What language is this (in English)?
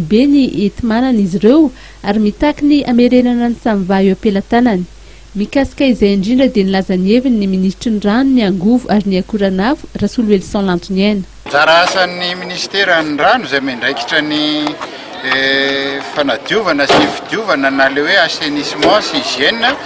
Malagasy